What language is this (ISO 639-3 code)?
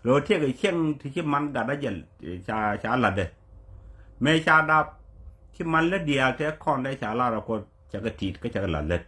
nus